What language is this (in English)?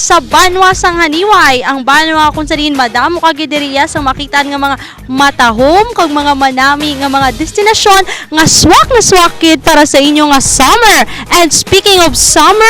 Hiligaynon